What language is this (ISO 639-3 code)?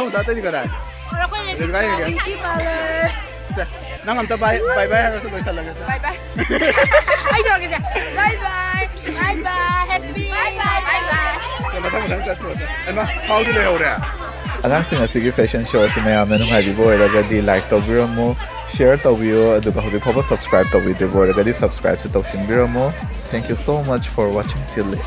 mni